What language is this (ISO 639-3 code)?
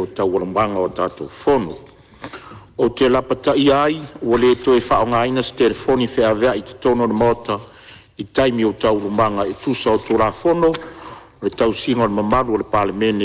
smo